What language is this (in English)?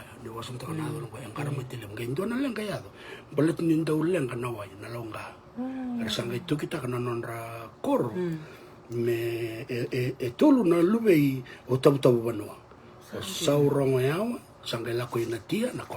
Fijian